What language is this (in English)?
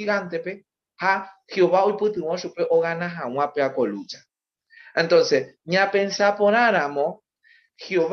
Guarani